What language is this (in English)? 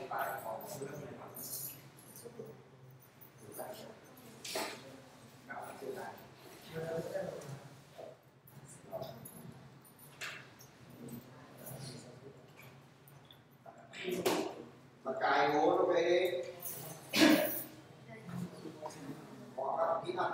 Vietnamese